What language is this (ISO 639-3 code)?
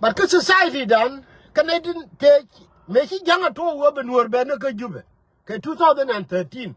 nus